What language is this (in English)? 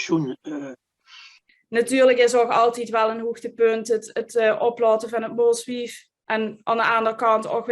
Limburgish